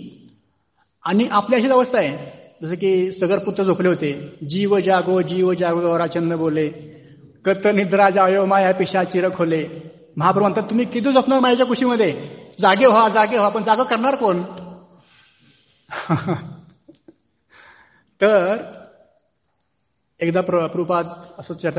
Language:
Marathi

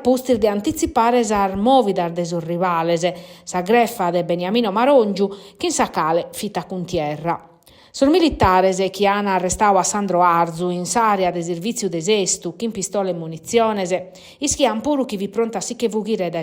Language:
Sardinian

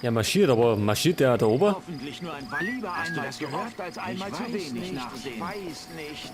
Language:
Bavarian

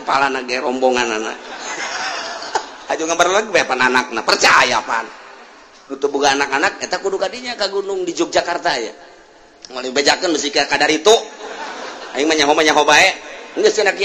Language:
Sundanese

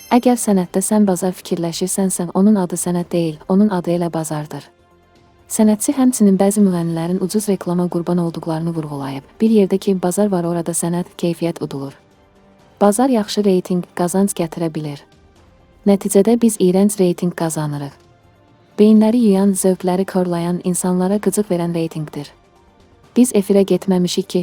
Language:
Azerbaijani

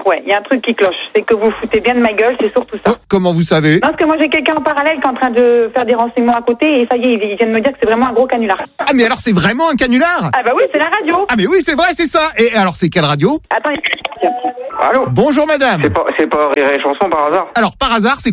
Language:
French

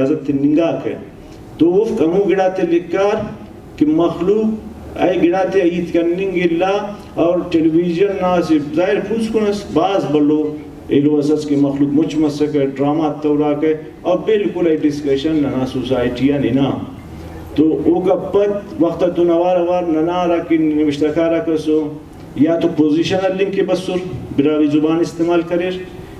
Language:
Brahui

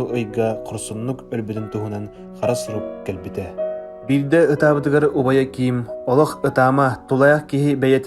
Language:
Yakut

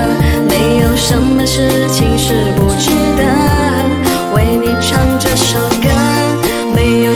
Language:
Chinese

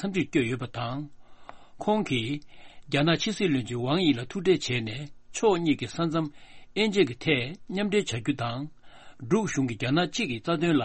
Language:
Tibetan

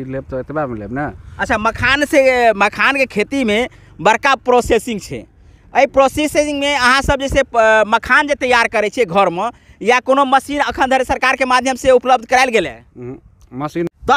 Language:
Maithili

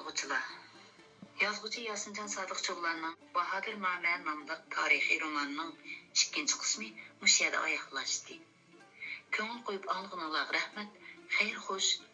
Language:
Uyghur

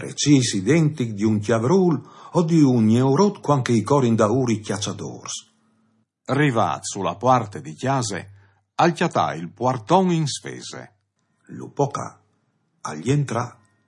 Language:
Friulian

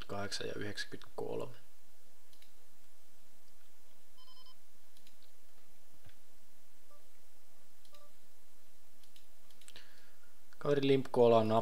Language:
Finnish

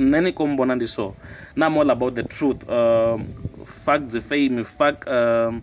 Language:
Venda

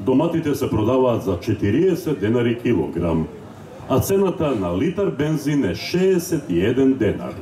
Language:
Macedonian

